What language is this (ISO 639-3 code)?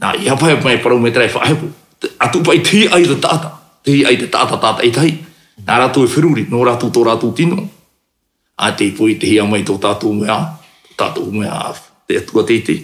tah